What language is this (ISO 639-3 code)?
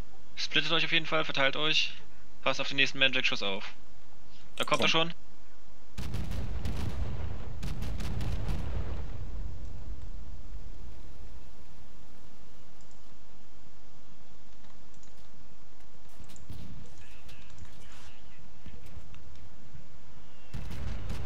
deu